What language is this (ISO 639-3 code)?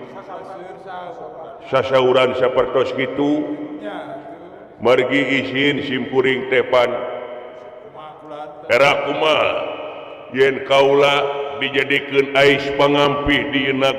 sun